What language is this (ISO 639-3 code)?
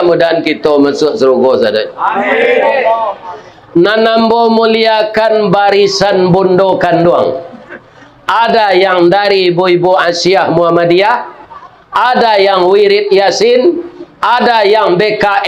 min